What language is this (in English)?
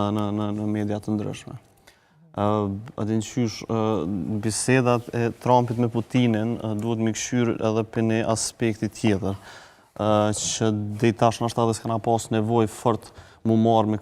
Albanian